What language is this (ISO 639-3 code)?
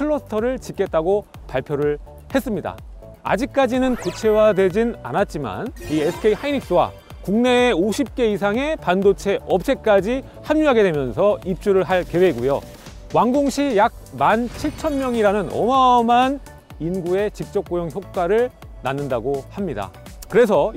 kor